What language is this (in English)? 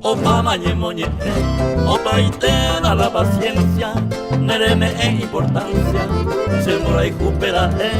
Guarani